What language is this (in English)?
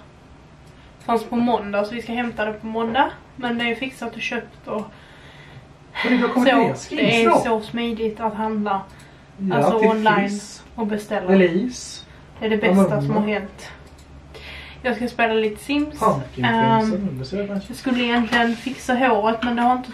Swedish